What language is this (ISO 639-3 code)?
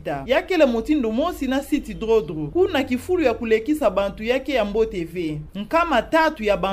ktu